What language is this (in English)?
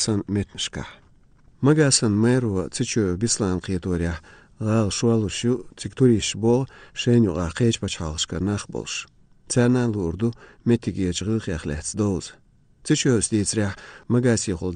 Lithuanian